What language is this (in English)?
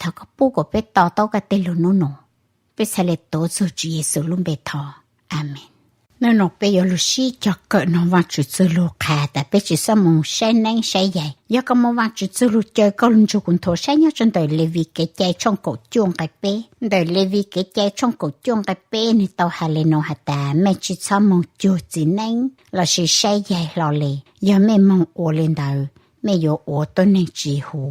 Hmong